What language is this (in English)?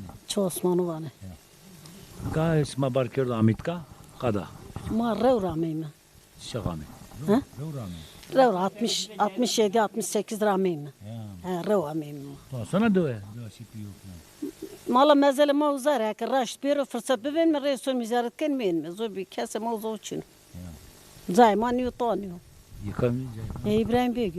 Zaza